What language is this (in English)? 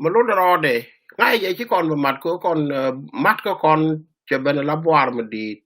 Nuer